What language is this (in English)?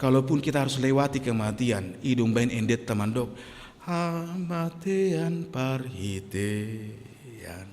Batak Toba